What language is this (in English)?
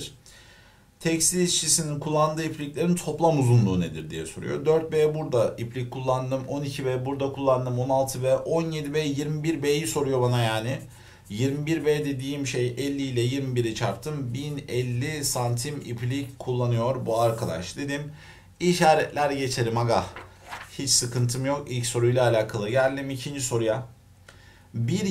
Turkish